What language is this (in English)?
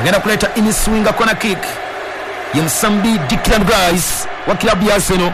Ganda